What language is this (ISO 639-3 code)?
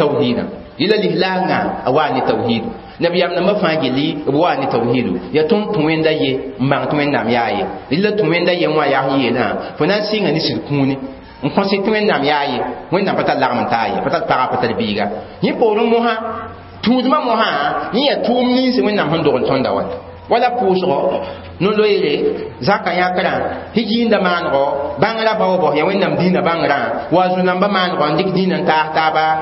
mos